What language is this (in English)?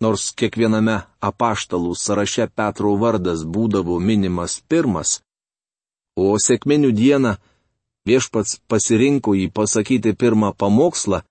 Lithuanian